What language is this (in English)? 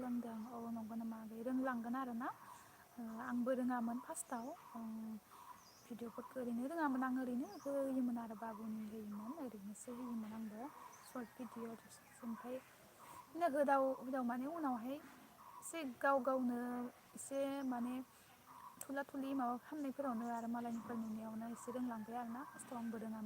Bodo